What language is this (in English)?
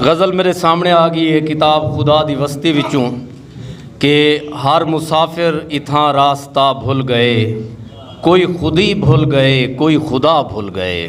Saraiki